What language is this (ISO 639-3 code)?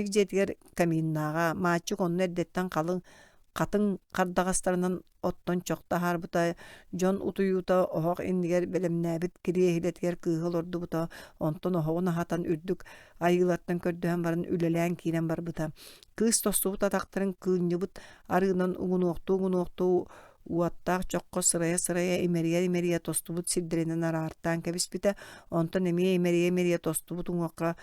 sah